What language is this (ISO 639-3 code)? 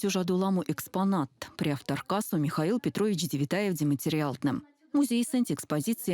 myv